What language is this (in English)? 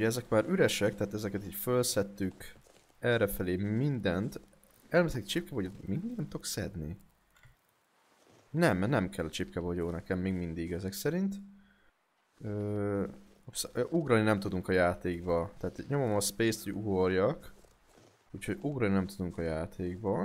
Hungarian